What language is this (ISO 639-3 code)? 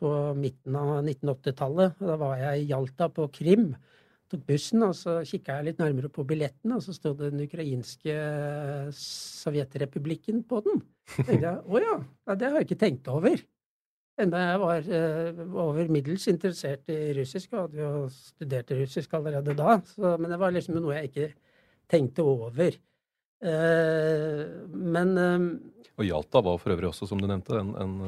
nor